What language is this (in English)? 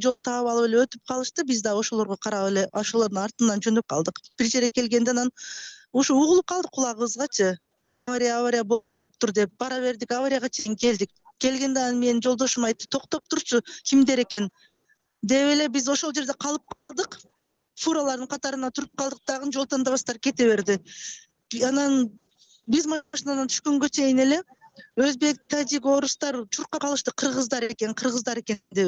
Kyrgyz